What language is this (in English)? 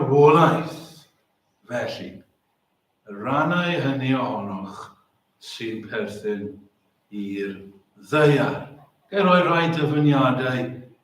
Welsh